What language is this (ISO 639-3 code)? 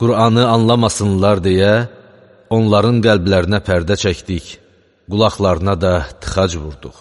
aze